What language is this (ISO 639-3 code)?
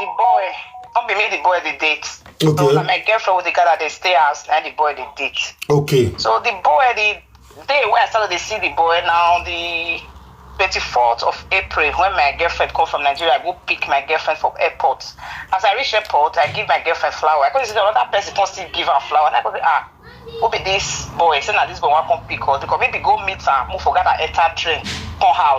pcm